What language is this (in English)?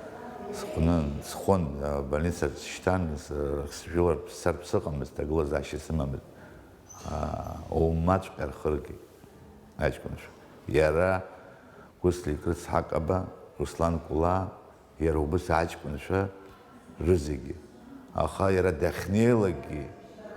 Abkhazian